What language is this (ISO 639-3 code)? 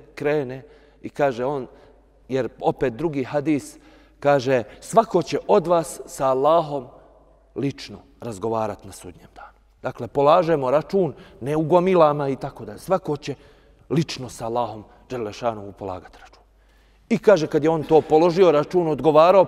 bos